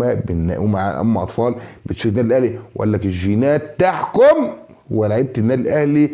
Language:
Egyptian Arabic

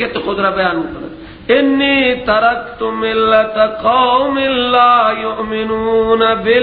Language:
Persian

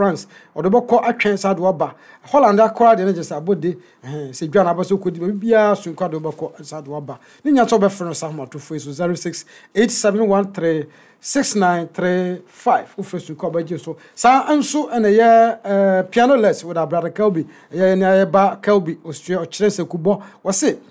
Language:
Akan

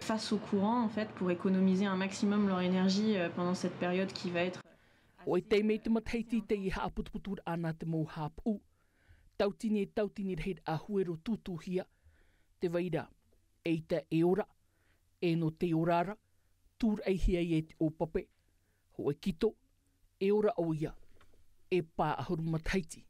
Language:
Tahitian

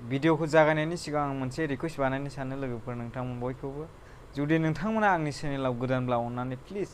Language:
Bodo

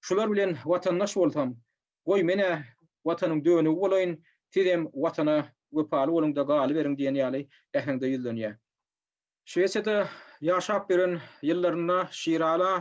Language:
Turkmen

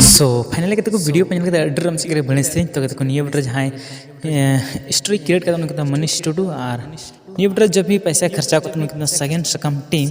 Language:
Santali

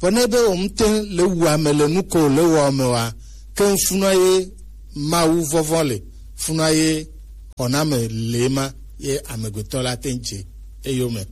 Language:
Gen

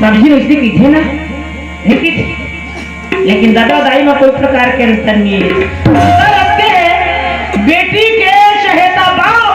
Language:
Chhattisgarhi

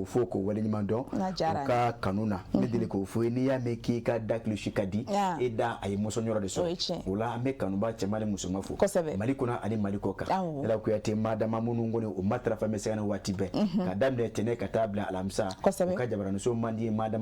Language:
Bambara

